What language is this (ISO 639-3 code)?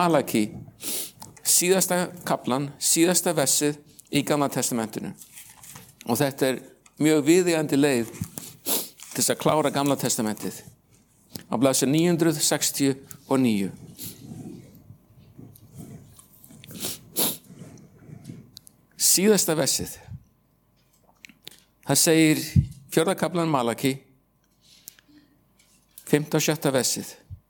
isl